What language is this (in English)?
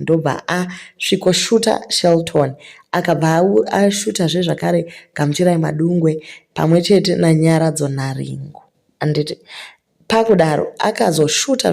Shona